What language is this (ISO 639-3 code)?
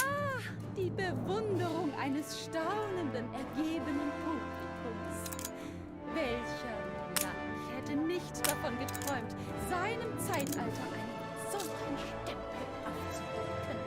bar